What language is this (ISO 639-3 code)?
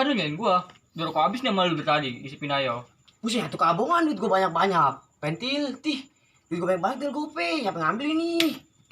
bew